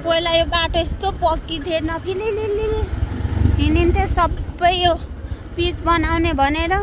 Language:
Nepali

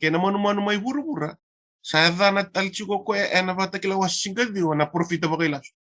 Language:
Fijian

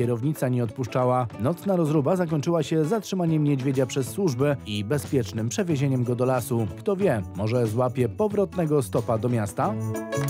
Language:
Polish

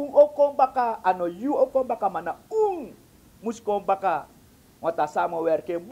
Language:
Sranan Tongo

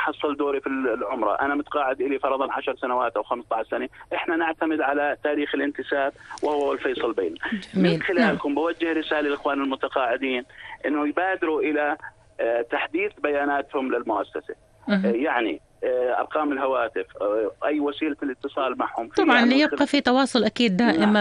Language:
North Levantine Arabic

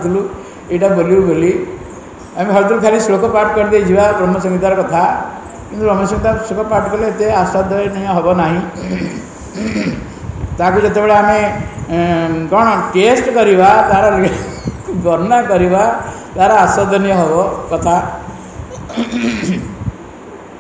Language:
Odia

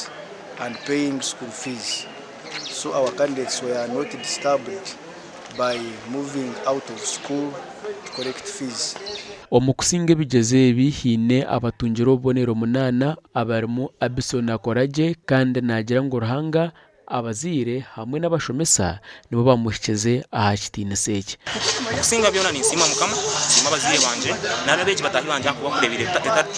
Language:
Nyankole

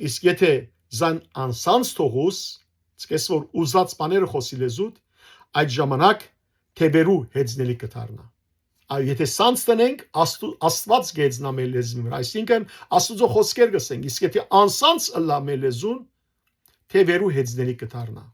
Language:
Western Armenian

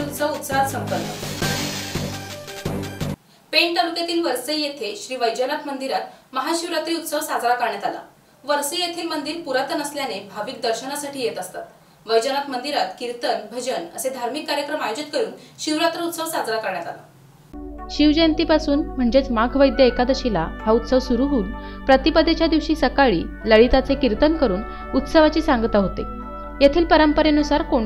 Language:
Marathi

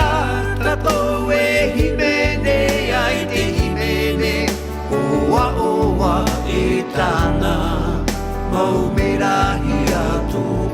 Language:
Tahitian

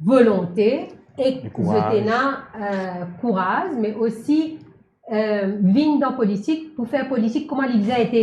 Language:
Morisyen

